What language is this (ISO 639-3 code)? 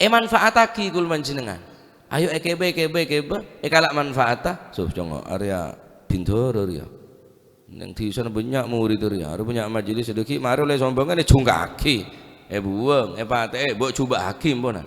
mad